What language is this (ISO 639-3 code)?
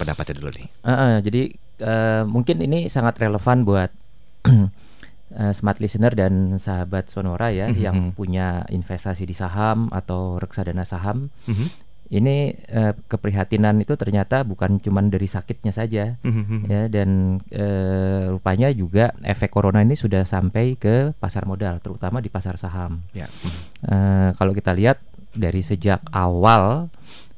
ind